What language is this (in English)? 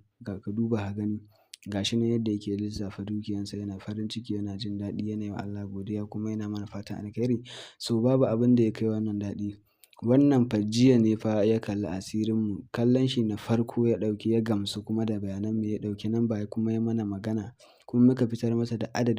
Hausa